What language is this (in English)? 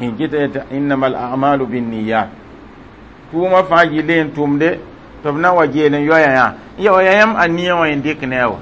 Mossi